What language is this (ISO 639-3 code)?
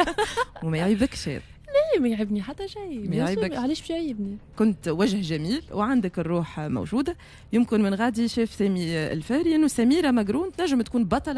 aeb